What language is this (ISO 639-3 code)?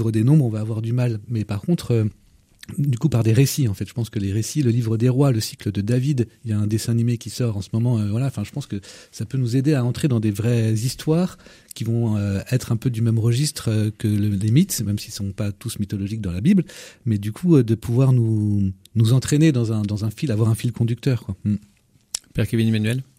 fra